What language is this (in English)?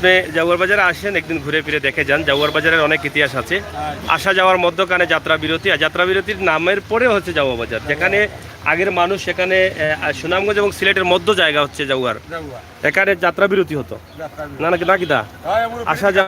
Sylheti